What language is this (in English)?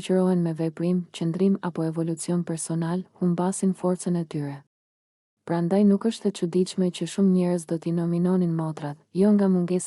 Albanian